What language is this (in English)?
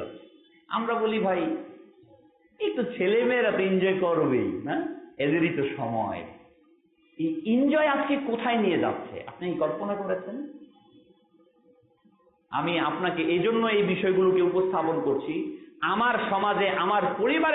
Bangla